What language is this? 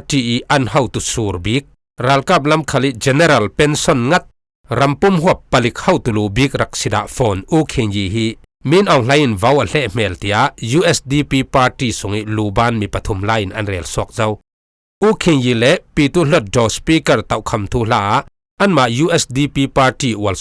Falam Chin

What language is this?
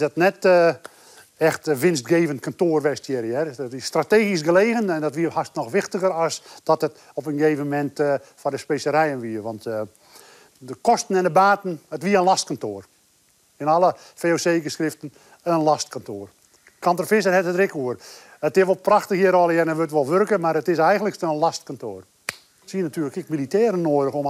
Western Frisian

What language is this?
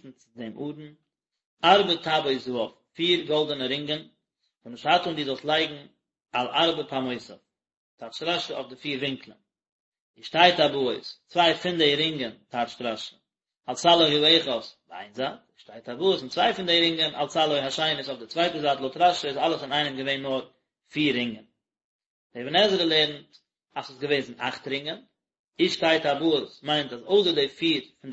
Yiddish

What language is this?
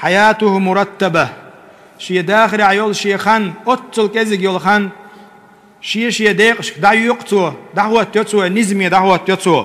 Chechen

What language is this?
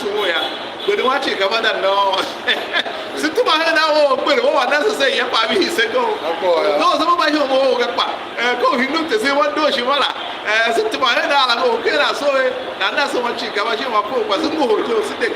Tiv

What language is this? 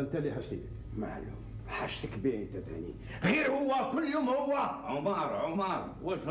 Algerian Arabic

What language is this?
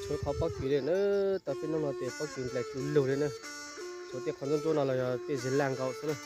Hmong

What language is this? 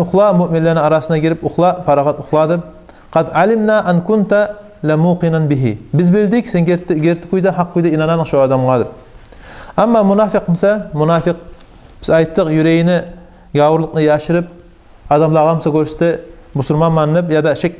Kumyk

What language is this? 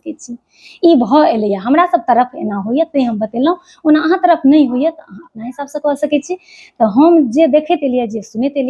Maithili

